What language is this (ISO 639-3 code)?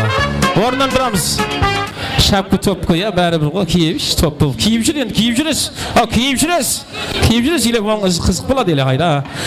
kaa